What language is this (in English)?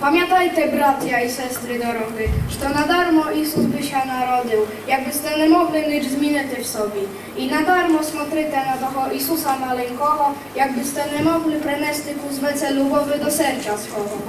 Rusyn